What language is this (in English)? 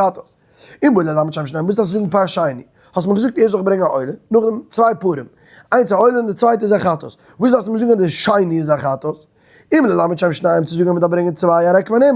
Yiddish